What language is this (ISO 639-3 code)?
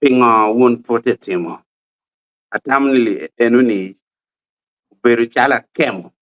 ach